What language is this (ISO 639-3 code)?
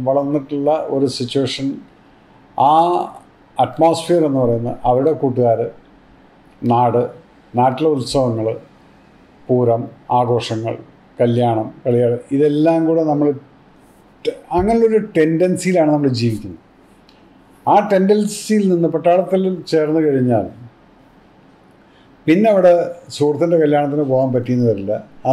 mal